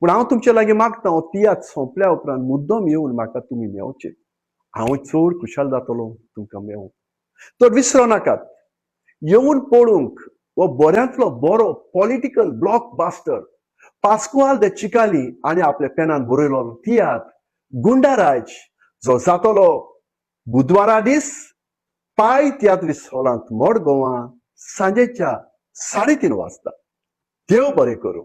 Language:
Konkani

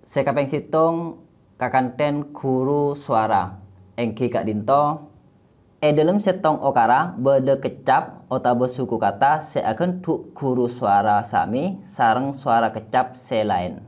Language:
Madurese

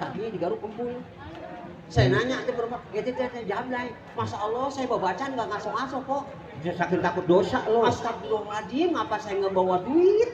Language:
Betawi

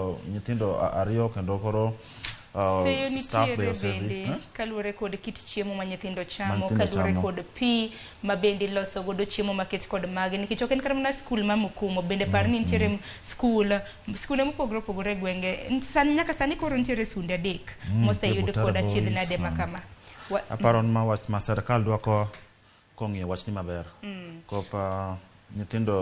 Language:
Luo (Kenya and Tanzania)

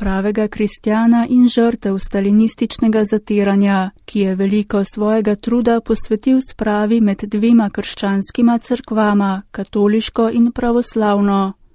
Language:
Slovenian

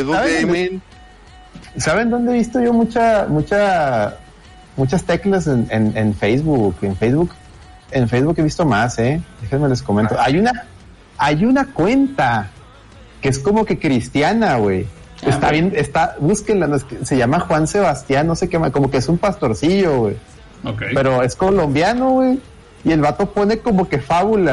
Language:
Spanish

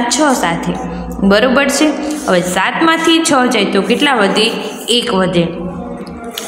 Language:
Gujarati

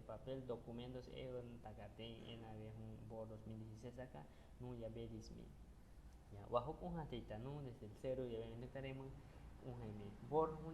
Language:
Aguaruna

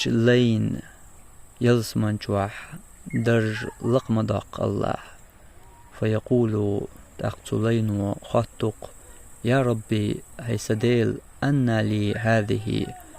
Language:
Chechen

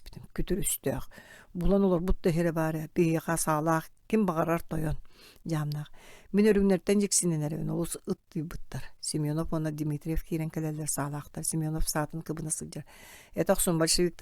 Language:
Yakut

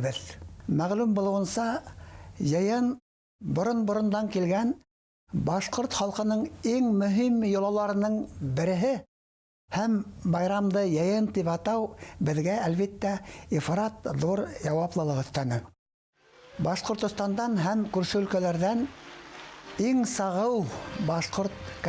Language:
Bashkir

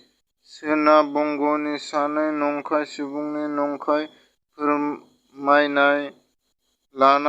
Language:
Bodo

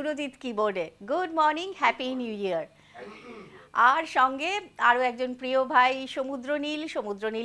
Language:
Bangla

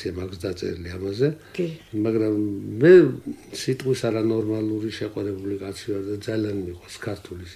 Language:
Georgian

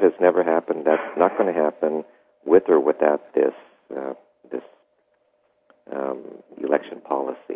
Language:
English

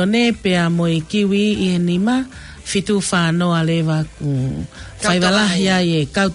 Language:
Tongan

